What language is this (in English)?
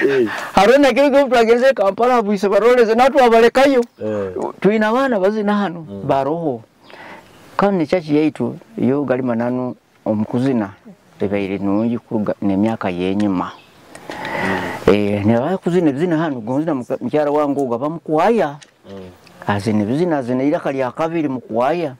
Nyoro